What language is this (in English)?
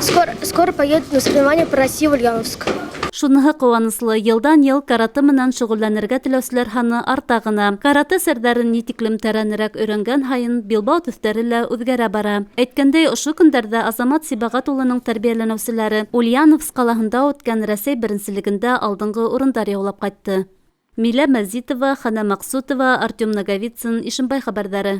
Bashkir